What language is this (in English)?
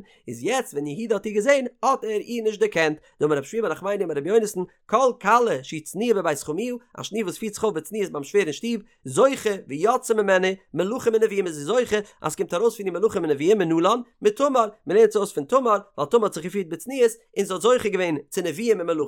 Yiddish